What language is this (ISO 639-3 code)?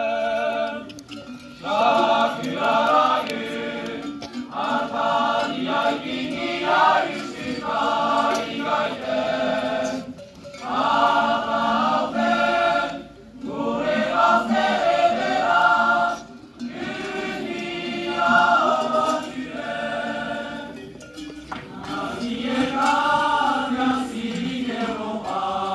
eus